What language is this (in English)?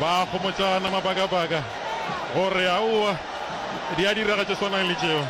Northern Sotho